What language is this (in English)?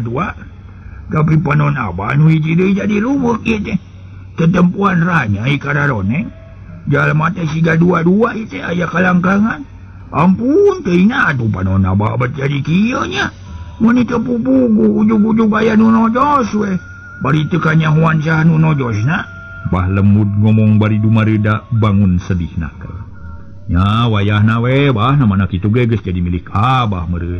Sundanese